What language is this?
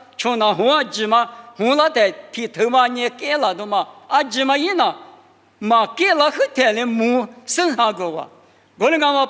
Lisu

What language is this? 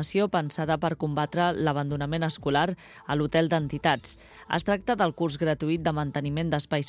Catalan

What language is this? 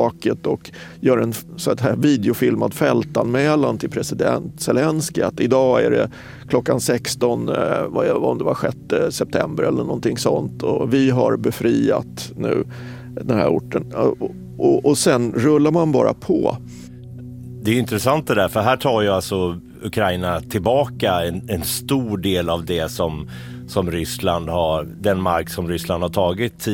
Swedish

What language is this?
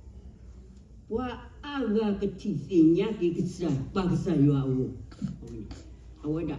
S'gaw Karen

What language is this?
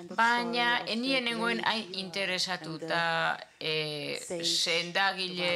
Basque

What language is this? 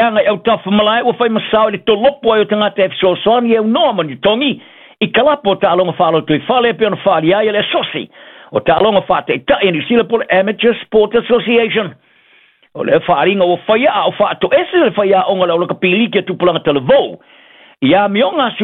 Samoan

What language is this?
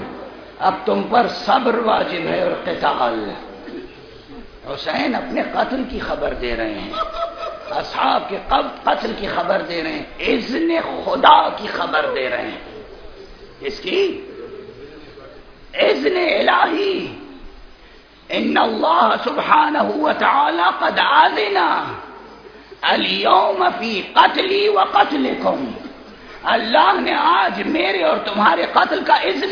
Urdu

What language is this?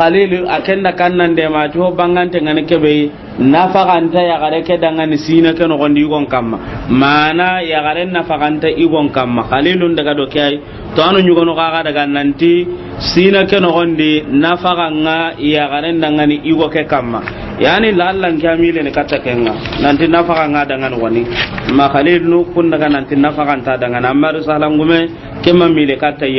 Soninke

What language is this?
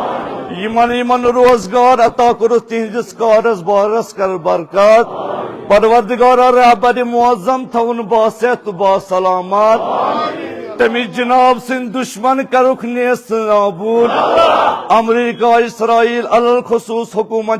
Kashmiri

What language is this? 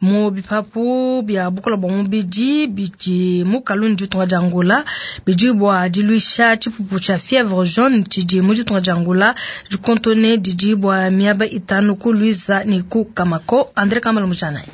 Luba-Lulua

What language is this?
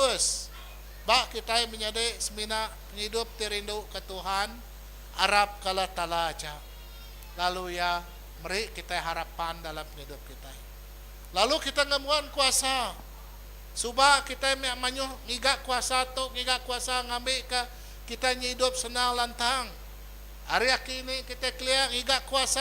Iban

